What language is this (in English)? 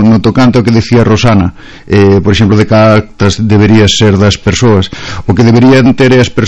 Galician